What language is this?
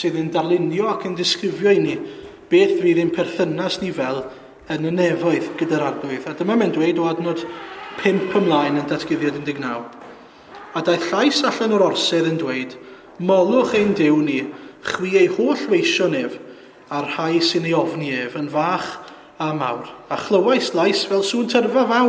Welsh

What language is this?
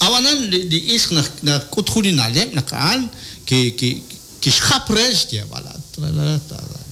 Kekchí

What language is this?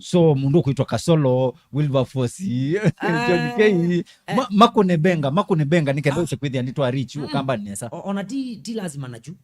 Kamba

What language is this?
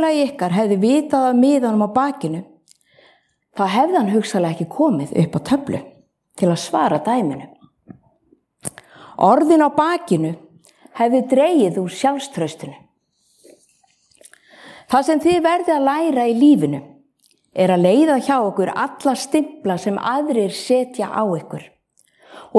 Icelandic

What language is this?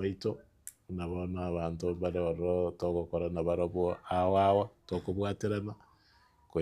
Gusii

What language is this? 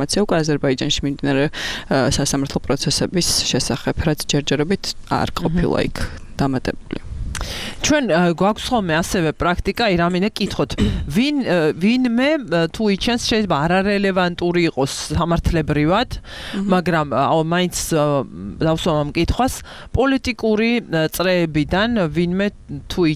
Georgian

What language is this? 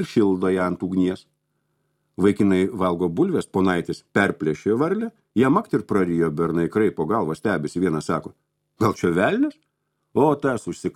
Lithuanian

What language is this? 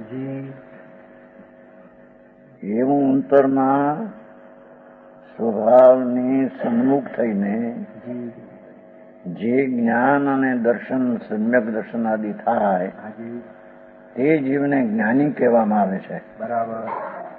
Gujarati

